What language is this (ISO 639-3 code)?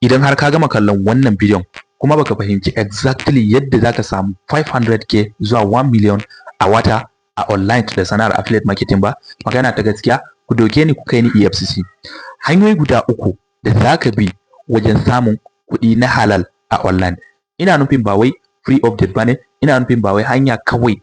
hau